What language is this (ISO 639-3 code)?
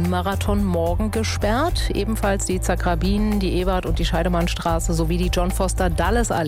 deu